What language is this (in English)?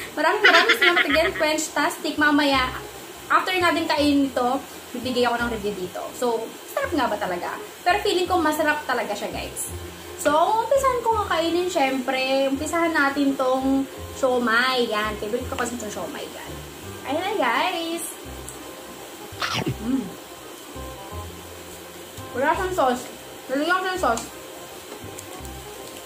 Filipino